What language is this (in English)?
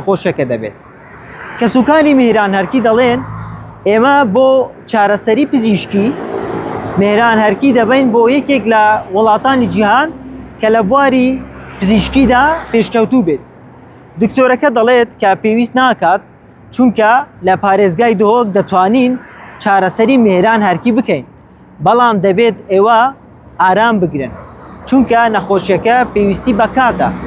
Central Kurdish